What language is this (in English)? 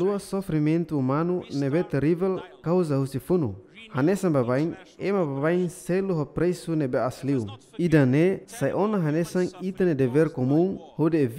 Tetum